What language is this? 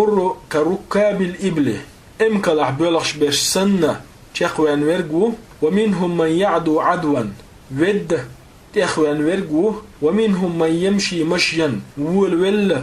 Chechen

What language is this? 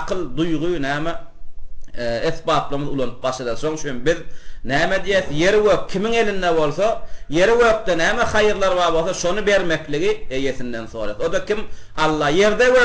Turkmen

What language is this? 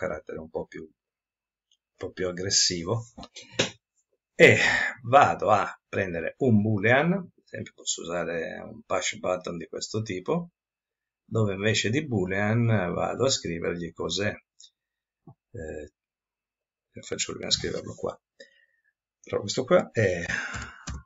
Italian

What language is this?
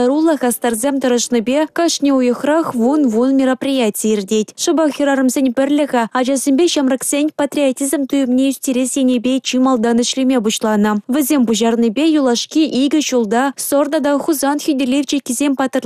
Chuvash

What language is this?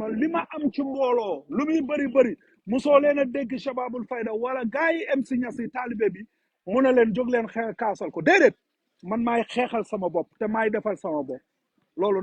Wolof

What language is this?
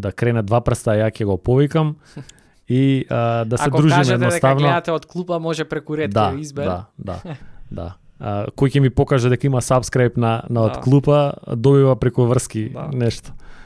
Macedonian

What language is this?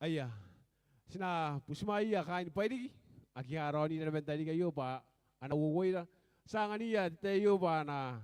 Gilbertese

